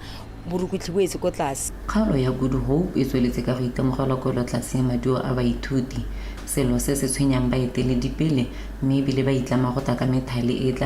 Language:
Tswana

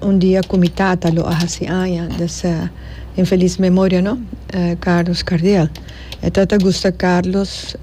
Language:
Papiamento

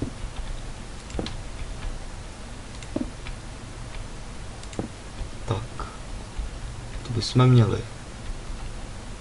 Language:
Czech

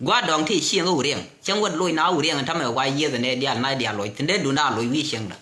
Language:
Nuer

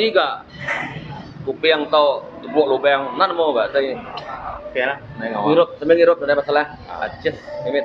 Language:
Iban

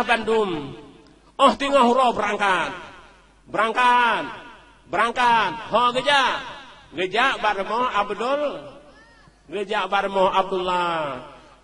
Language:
Achinese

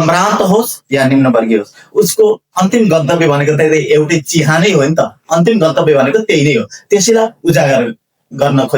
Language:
Nepali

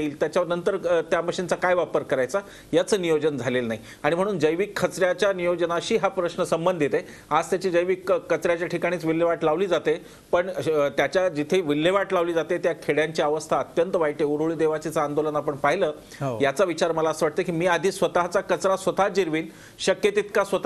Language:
Marathi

